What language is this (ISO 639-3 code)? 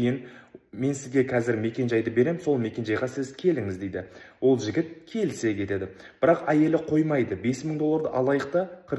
kaz